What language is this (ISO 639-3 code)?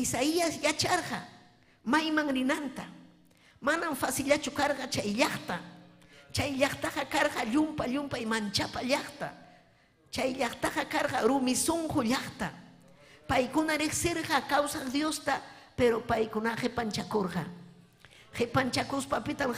quy